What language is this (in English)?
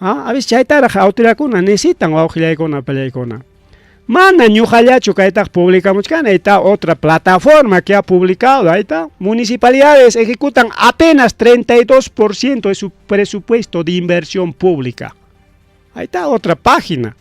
Ayacucho Quechua